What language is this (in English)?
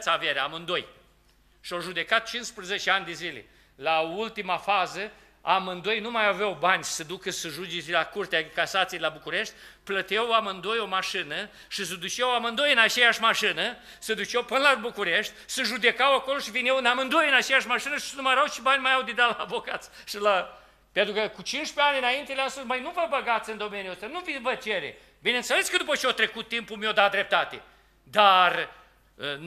Romanian